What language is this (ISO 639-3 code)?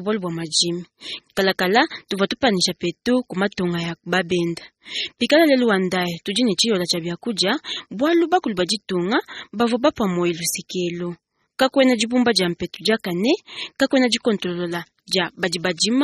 lua